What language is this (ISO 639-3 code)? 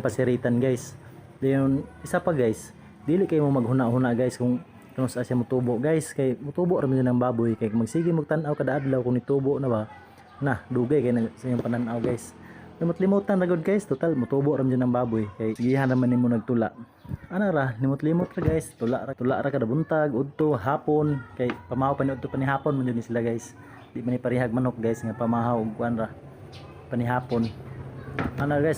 ceb